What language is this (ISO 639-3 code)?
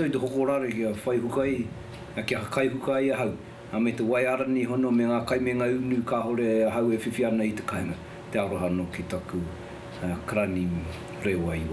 mri